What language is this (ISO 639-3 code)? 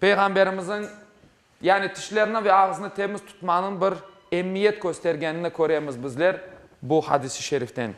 crh